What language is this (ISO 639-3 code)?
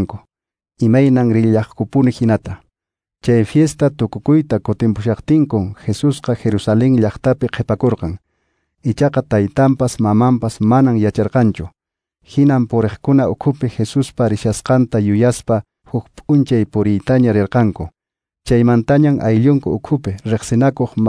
que